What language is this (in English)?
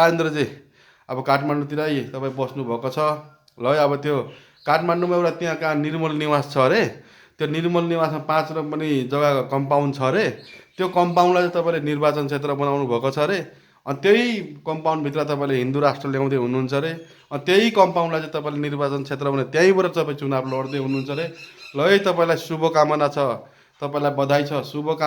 Nepali